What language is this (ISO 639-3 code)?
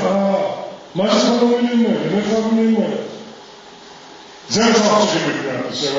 heb